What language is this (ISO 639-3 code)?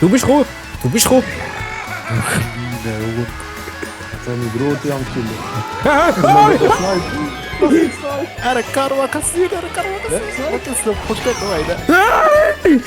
gsw